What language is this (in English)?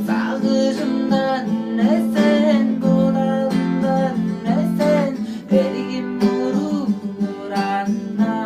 Tuvinian